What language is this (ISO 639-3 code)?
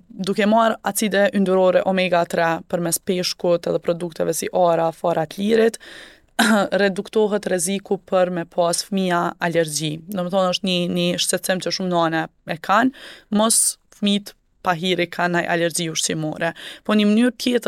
sqi